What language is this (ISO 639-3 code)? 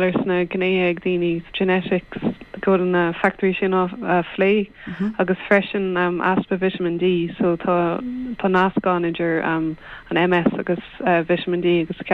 gle